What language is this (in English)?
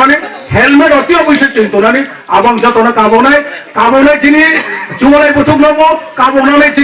Kok Borok